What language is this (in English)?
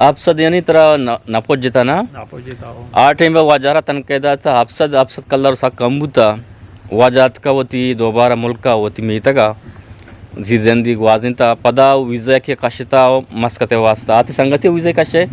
Eastern Balochi